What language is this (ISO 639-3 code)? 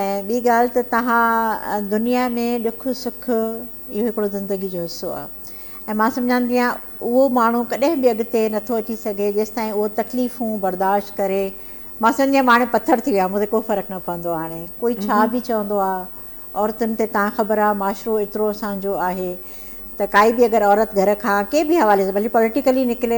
snd